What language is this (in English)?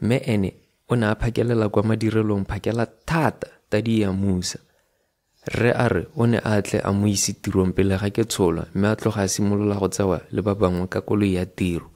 Tswana